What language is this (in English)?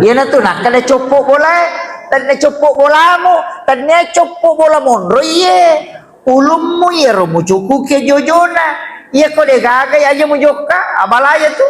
Buginese